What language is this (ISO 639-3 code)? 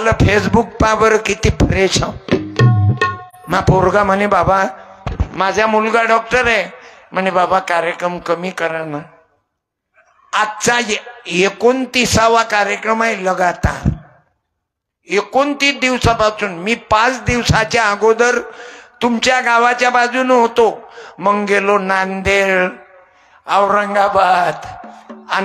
mar